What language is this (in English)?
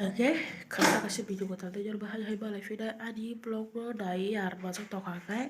Kok Borok